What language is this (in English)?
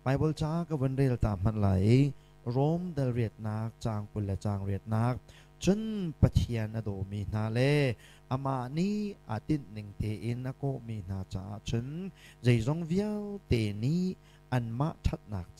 Hakha Chin